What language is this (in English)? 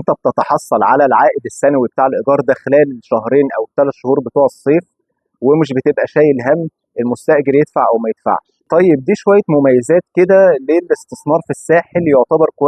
Egyptian Arabic